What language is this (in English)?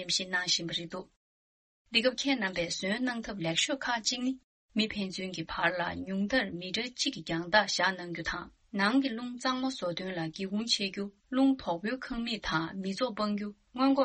Tibetan